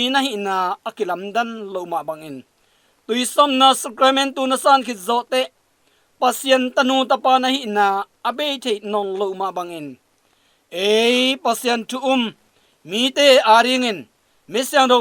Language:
Tedim Chin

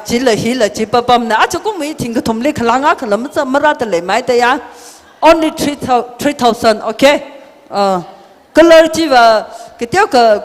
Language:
Tangkhul Naga (India)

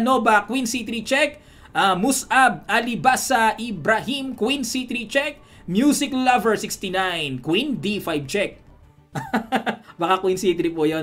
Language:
Filipino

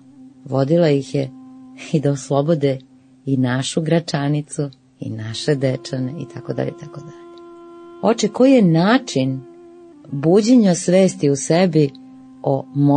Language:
Serbian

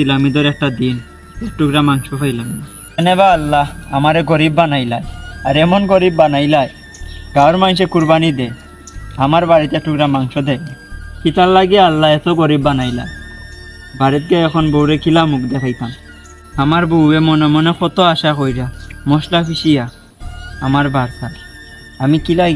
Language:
Sylheti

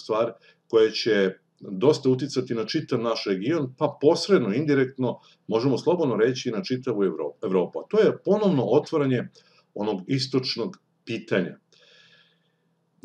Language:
Serbian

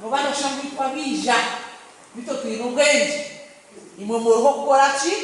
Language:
Nyankole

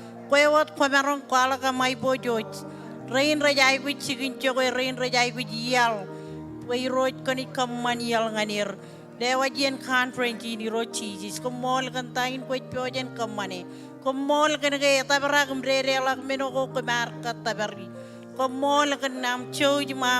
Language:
Marshallese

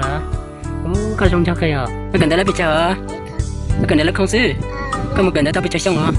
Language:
Hmong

